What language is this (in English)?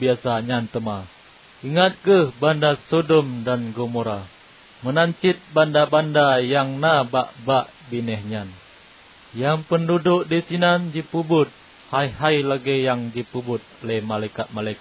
Achinese